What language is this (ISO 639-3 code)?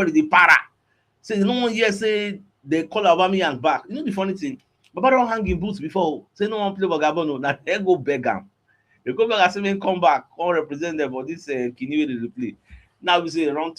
pcm